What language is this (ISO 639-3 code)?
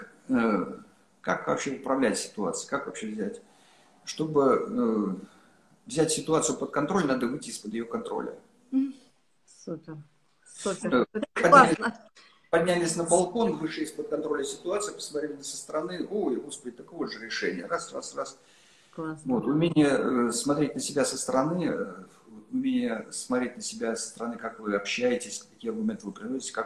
rus